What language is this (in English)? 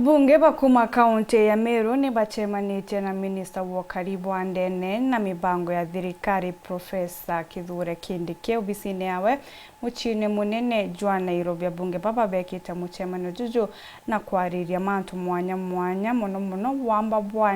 Meru